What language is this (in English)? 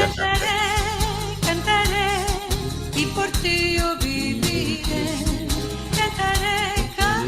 Ladino